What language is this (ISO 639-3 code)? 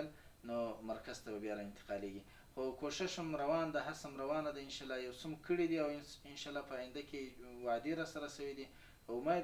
pus